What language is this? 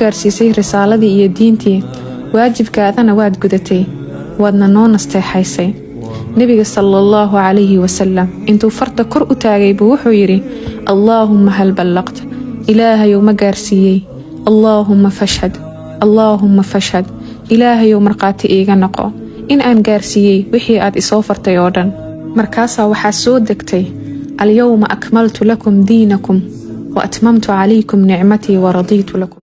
Somali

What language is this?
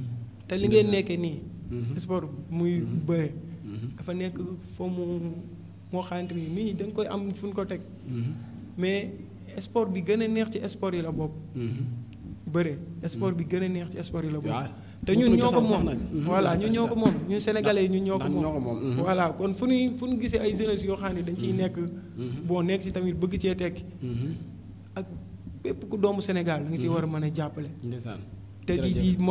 Wolof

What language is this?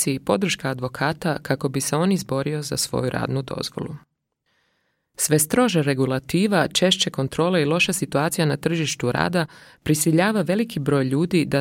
Croatian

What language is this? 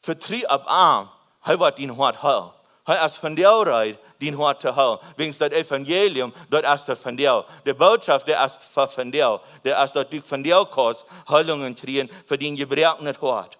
Plautdietsch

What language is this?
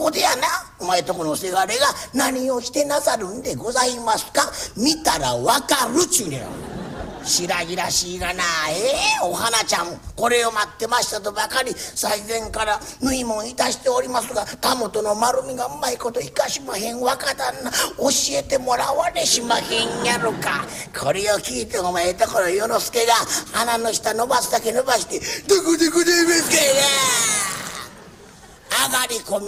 Japanese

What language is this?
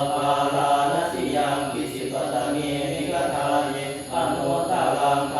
Pali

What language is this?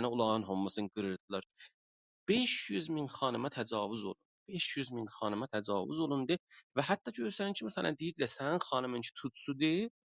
South Azerbaijani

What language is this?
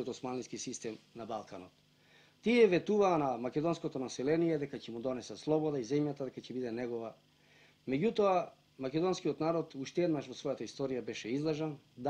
Macedonian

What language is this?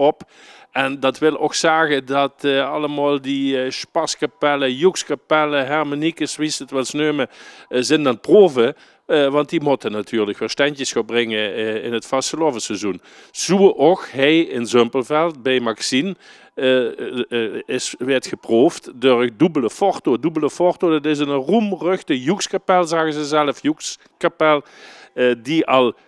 Limburgish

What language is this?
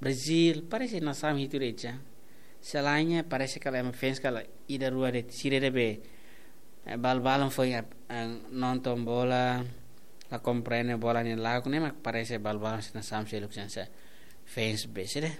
Tetum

